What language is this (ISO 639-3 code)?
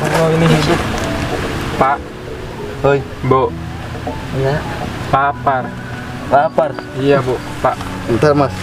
bew